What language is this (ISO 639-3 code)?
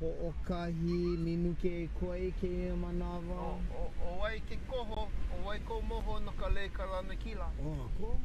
haw